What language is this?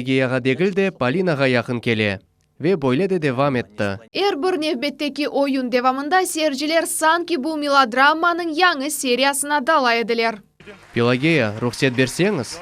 Crimean Tatar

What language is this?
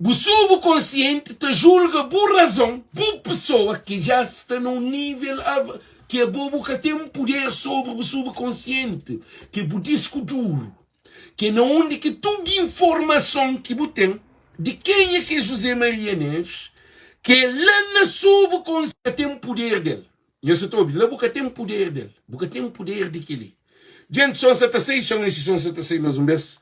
Kabuverdianu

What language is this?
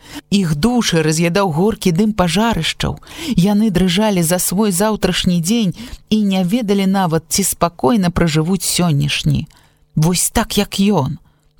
Belarusian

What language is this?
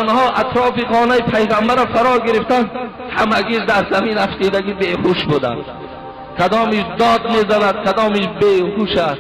Tajik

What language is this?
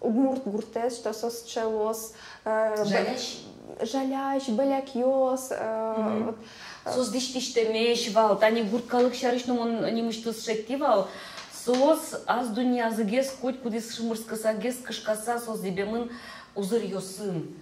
Udmurt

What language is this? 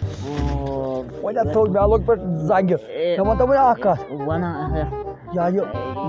Kashmiri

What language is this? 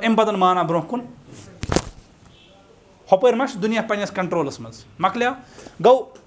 Kashmiri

